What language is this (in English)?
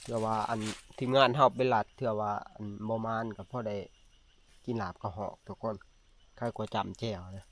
Northeastern Thai